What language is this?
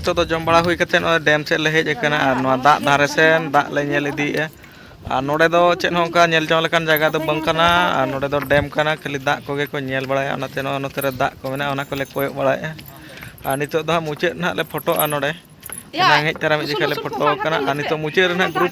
Santali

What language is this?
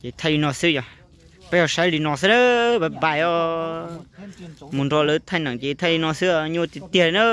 Hmong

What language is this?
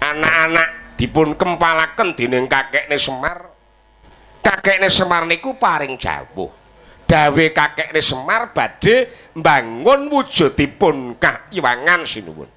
Javanese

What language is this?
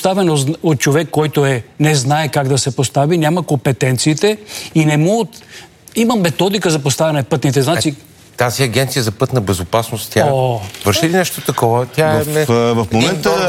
Bulgarian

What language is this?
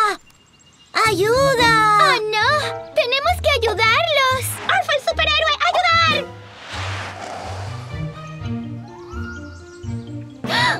Spanish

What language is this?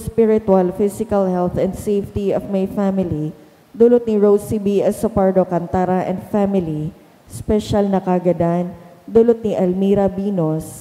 Bikol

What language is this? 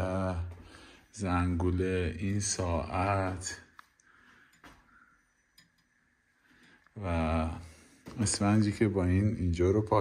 Persian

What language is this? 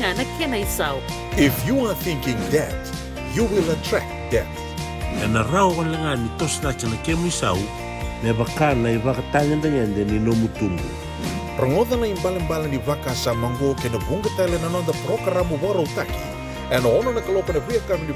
Fijian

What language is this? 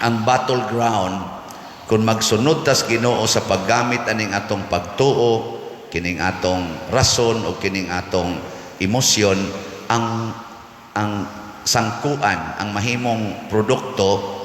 Cebuano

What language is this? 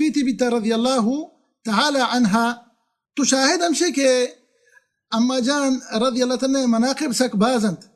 Baluchi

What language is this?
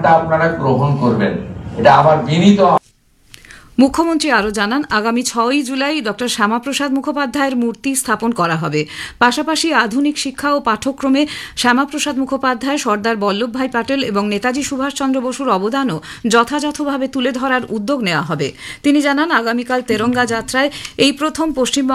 Bangla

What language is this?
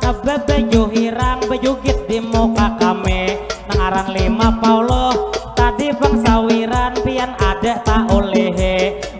Banjar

